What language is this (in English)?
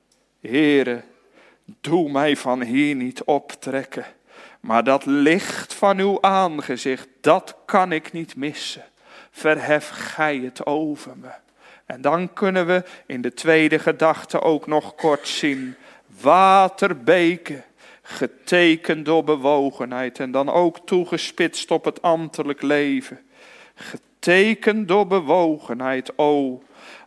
Dutch